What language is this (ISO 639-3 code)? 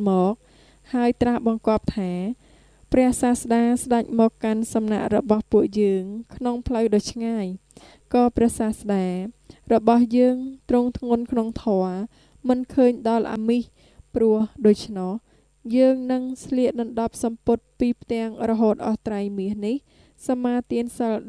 khm